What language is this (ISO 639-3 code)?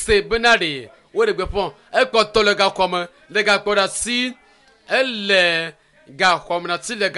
ewe